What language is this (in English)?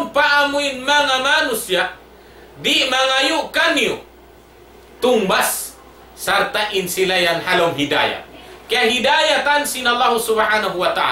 Tausug